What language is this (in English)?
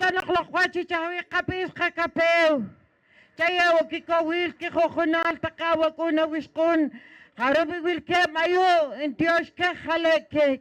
Poqomchi'